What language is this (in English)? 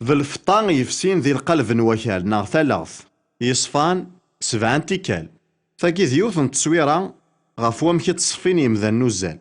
Kabyle